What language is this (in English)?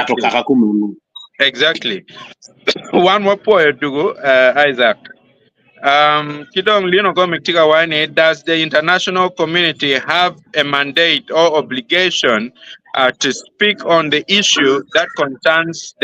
Acoli